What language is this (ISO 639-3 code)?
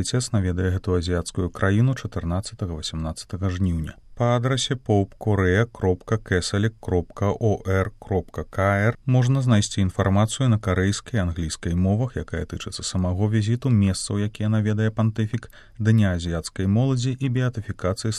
bel